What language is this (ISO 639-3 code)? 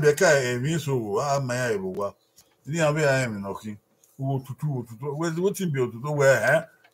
bin